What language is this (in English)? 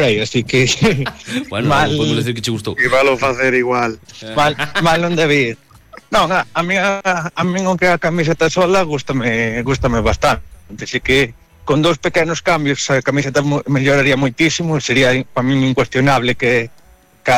Galician